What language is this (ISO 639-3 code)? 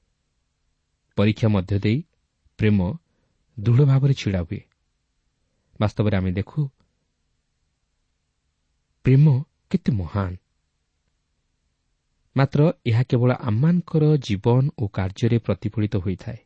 ori